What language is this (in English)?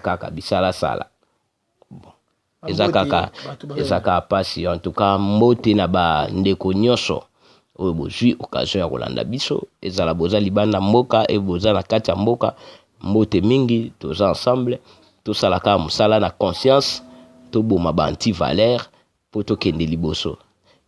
Lingala